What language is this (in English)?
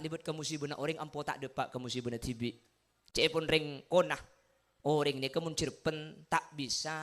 Madurese